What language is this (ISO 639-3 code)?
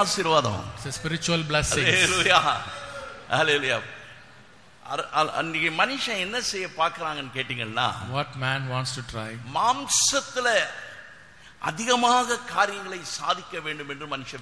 tam